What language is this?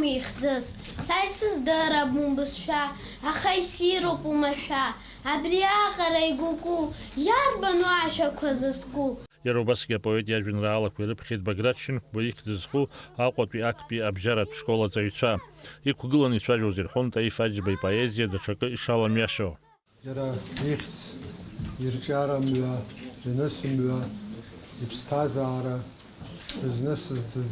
Abkhazian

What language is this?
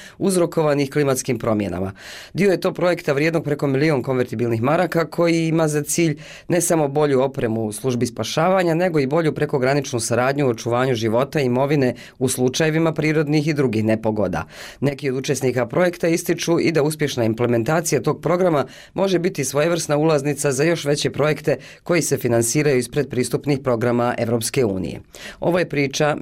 Bosnian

